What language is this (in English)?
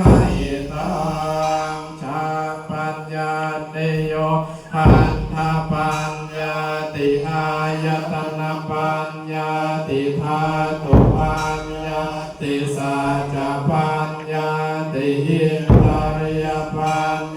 Pali